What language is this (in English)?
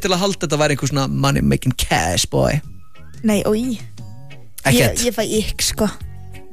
Icelandic